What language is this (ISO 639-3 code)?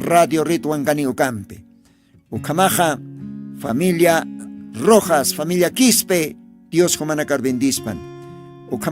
aym